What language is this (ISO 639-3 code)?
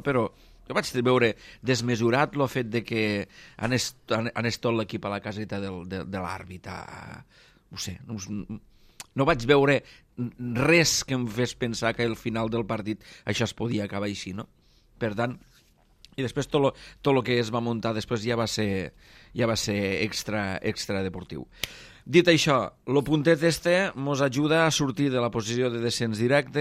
cat